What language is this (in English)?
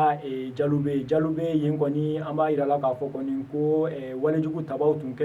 Bambara